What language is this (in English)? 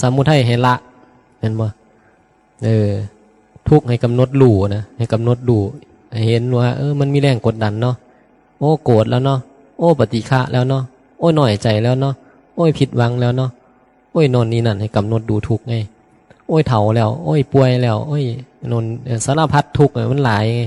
Northeastern Thai